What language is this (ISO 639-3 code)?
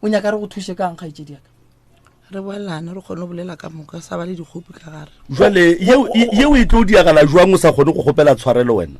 nso